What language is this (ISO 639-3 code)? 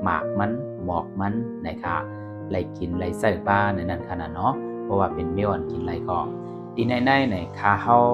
shn